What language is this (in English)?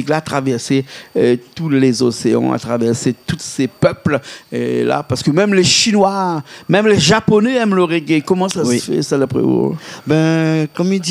Réunion Creole French